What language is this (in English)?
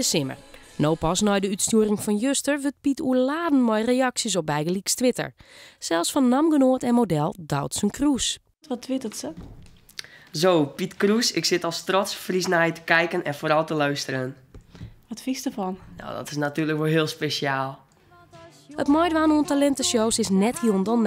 Western Frisian